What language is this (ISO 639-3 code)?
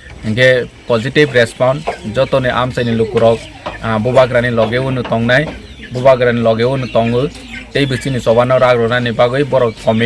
trp